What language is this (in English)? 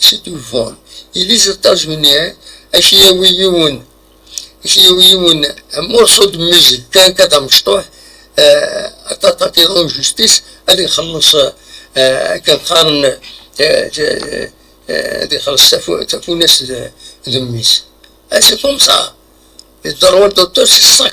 Kabyle